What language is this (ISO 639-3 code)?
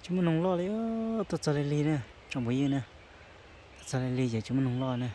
hmn